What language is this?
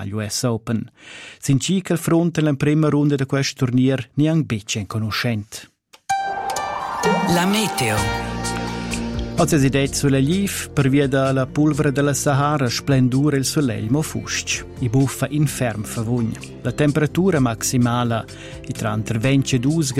Romansh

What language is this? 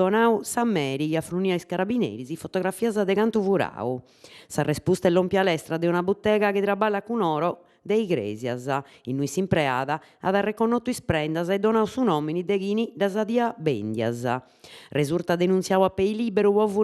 Sardinian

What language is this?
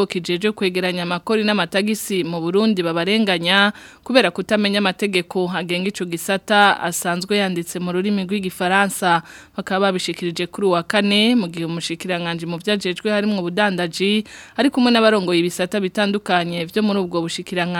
Rundi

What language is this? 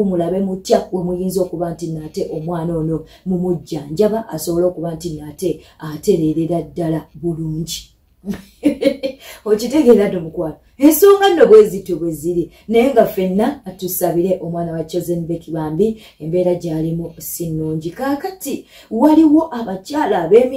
Ganda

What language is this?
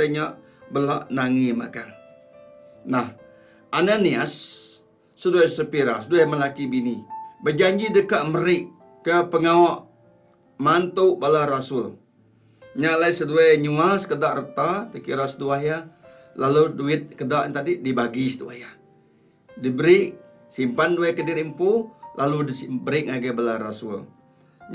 Iban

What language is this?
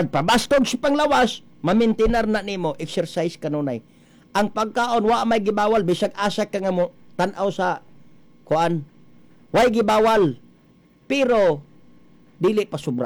Cebuano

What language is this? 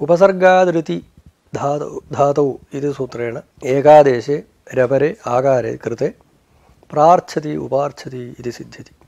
Sanskrit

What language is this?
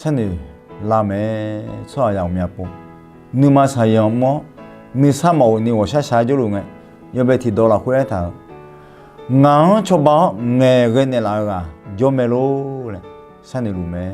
Akha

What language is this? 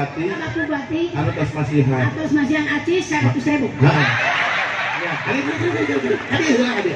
Sundanese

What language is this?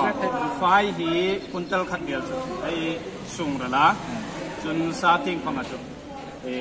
Hmar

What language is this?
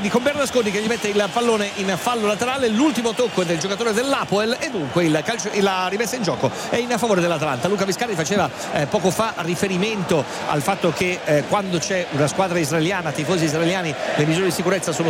Italian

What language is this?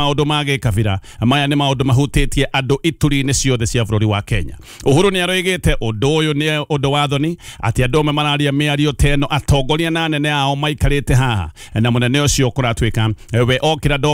Kikuyu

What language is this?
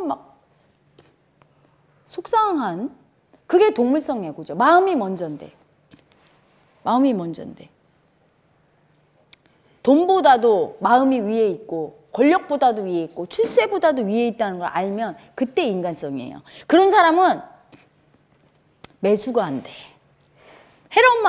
Korean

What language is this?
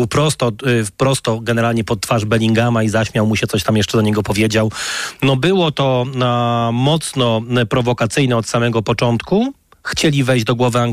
Polish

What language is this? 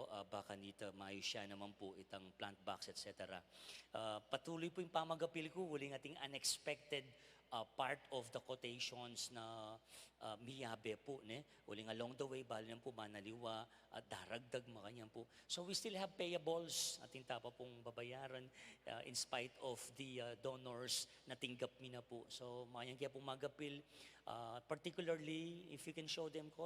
Pampanga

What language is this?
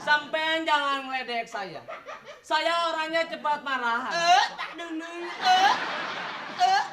Betawi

